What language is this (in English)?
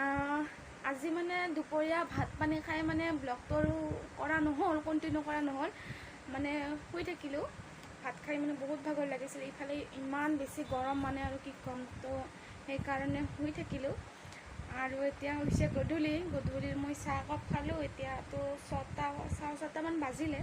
Assamese